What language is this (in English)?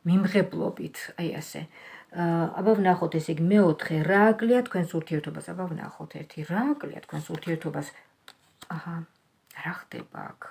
Georgian